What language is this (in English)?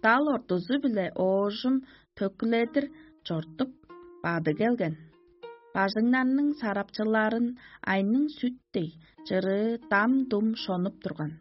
Tuvinian